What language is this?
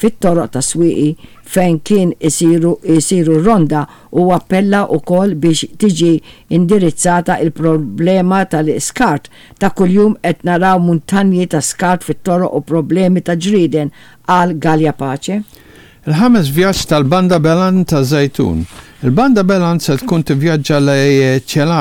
Maltese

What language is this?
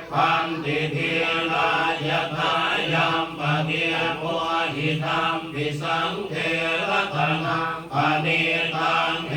Pali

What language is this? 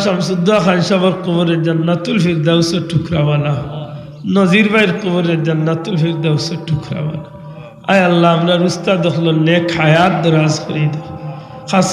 Sylheti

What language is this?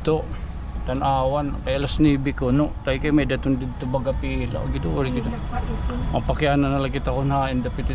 Waray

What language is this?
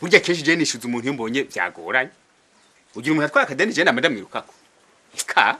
Rundi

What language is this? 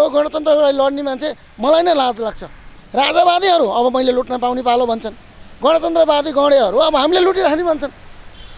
Nepali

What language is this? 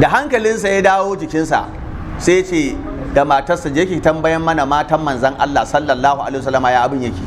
Hausa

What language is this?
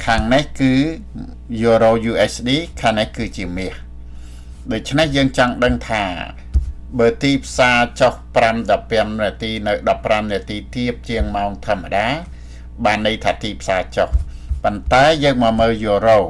Khmer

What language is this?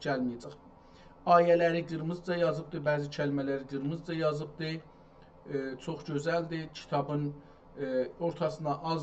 South Azerbaijani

